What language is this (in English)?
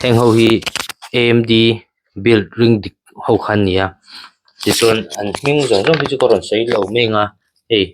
Mizo